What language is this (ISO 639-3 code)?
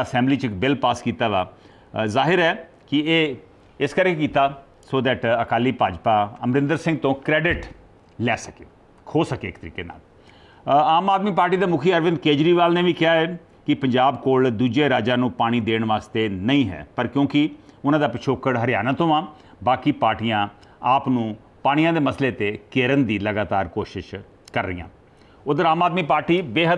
pan